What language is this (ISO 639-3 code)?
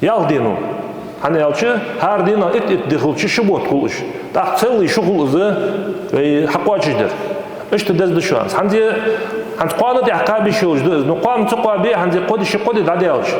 inh